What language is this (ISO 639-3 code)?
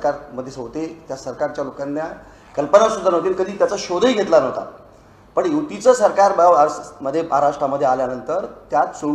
mar